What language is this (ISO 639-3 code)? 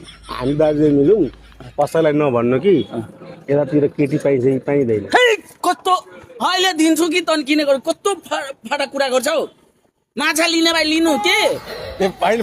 nep